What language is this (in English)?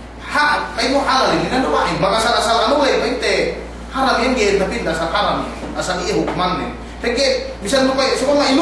Yakan